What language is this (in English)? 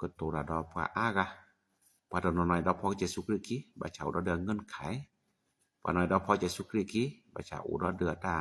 S'gaw Karen